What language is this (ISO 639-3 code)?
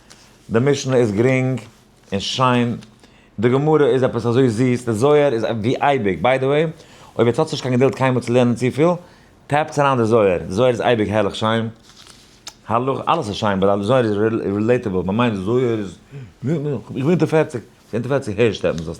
yid